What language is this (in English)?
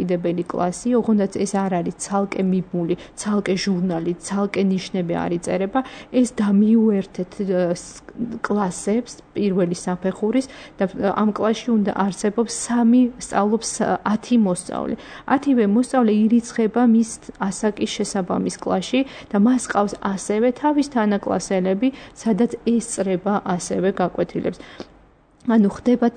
Georgian